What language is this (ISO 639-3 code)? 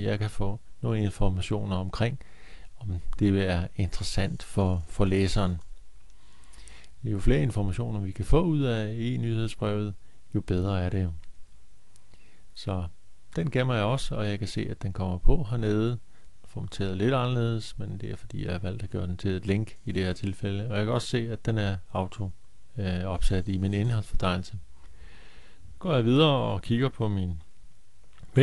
dan